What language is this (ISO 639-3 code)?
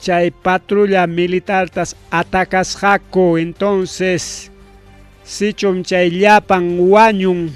quy